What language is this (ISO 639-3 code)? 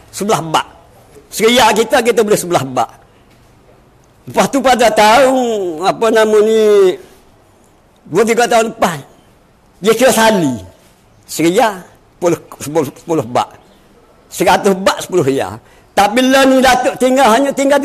msa